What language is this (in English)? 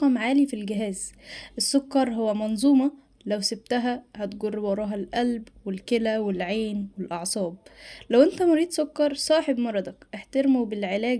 Egyptian Arabic